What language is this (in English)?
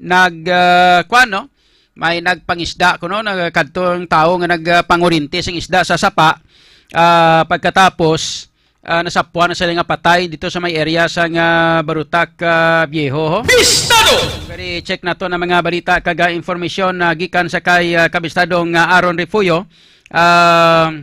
Hiligaynon